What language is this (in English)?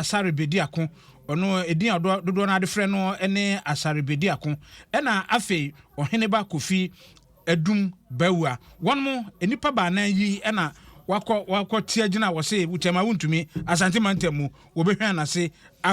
Akan